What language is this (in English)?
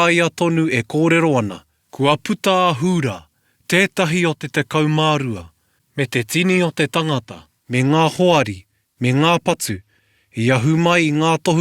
Māori